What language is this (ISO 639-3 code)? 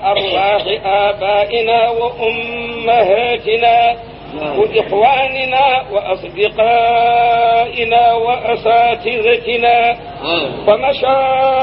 ful